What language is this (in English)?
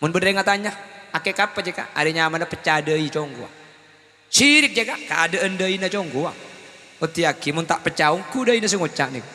Madurese